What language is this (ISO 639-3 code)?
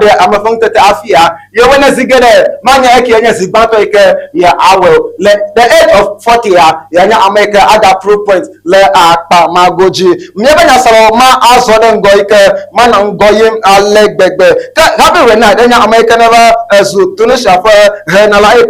ewe